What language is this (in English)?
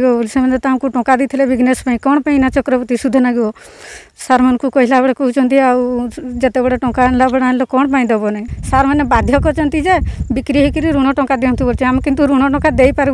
Odia